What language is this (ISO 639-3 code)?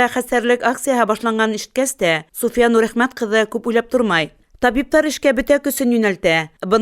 bak